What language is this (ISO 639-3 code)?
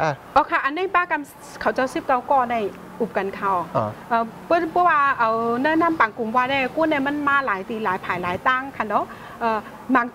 shn